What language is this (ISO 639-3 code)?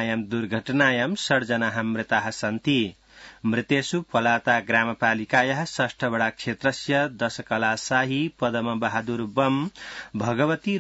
san